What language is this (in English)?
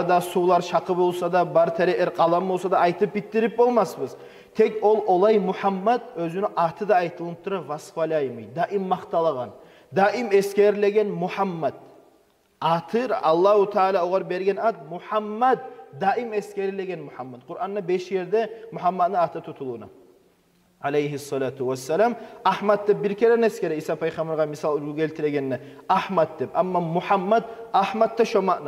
Kumyk